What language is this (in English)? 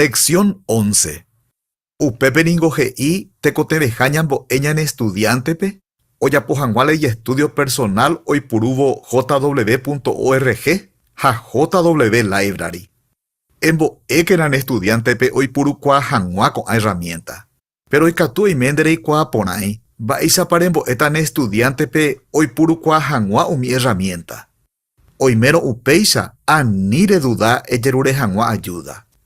Guarani